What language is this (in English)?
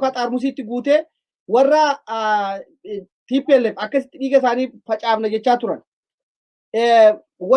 Oromo